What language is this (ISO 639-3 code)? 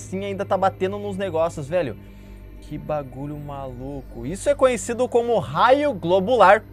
por